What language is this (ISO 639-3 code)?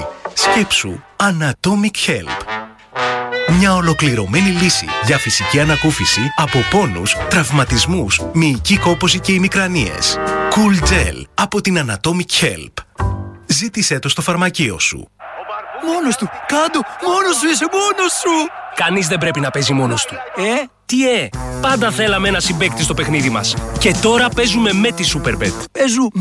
ell